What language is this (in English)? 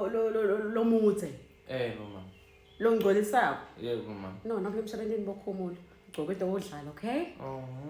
Zulu